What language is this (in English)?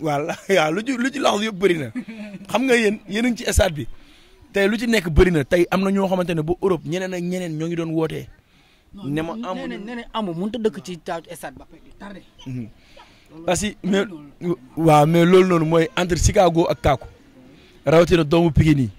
Wolof